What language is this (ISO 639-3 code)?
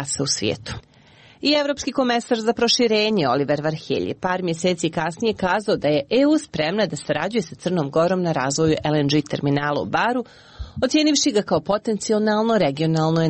srp